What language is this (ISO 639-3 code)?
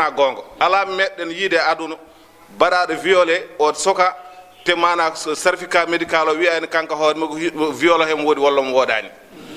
ful